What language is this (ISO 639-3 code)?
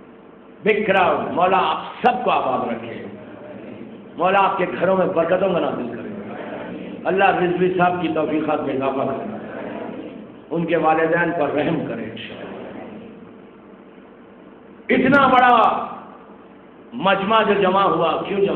urd